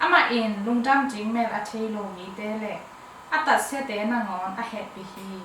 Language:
Tedim Chin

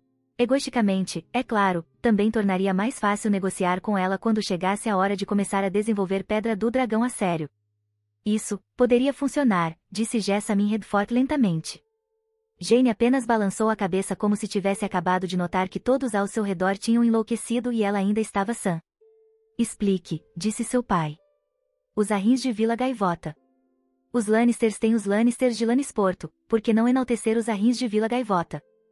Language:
Portuguese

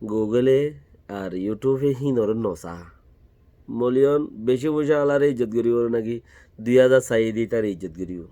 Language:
Rohingya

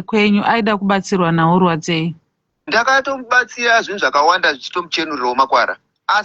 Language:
Shona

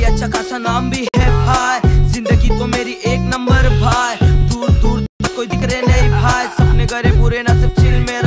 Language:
Hindi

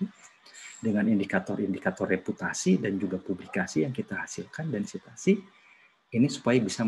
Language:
Indonesian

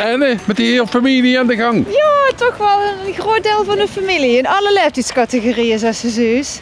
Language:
Limburgish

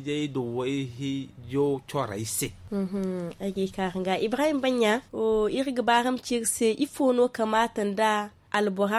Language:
Zarma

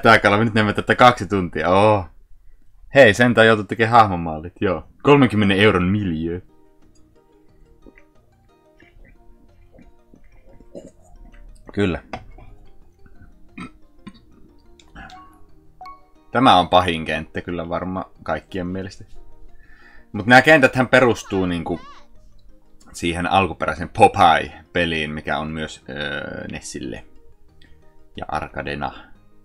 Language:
Finnish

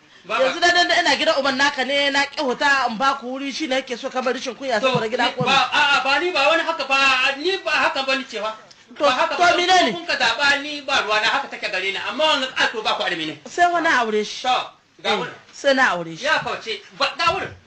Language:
Hausa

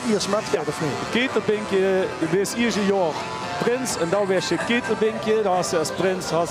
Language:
Limburgish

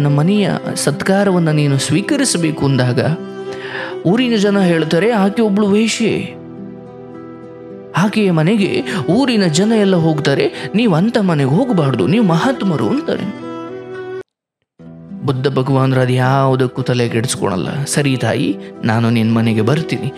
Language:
Kannada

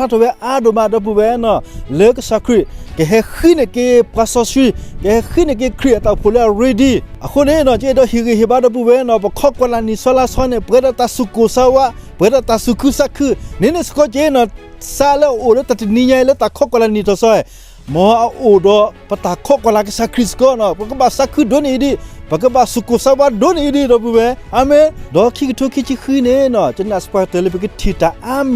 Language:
S'gaw Karen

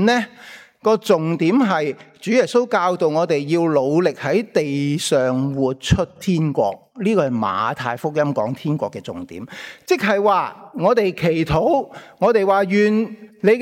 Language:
Cantonese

